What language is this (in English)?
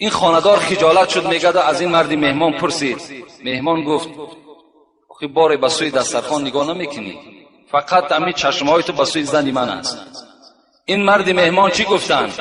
Tajik